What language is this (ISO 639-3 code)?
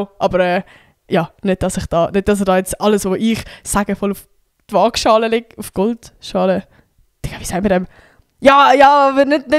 gsw